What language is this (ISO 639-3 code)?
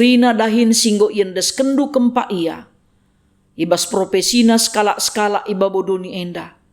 btx